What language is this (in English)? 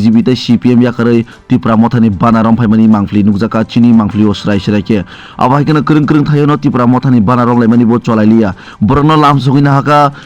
Kok Borok